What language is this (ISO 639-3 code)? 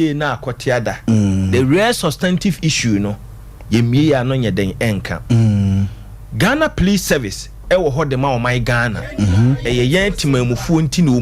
aka